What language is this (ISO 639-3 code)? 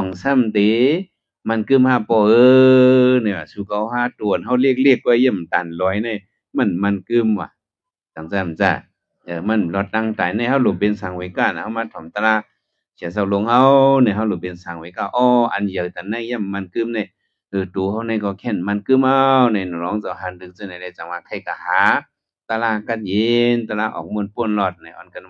shn